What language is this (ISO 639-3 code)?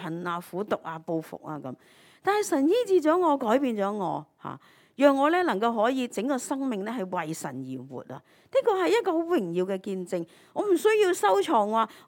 yue